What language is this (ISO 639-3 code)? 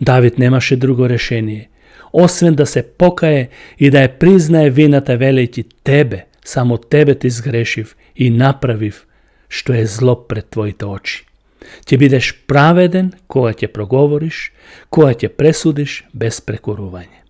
mkd